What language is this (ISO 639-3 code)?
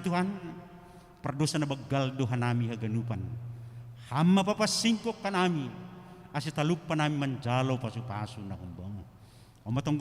bts